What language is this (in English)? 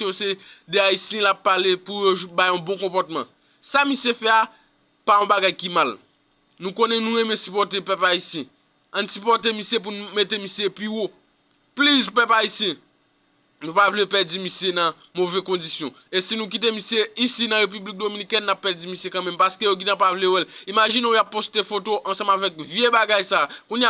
Haitian Creole